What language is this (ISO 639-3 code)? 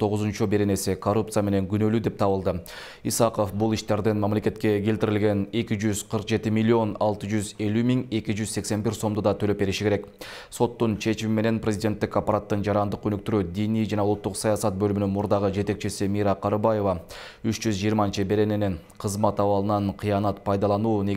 kir